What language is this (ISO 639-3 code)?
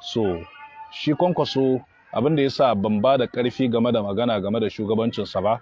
hau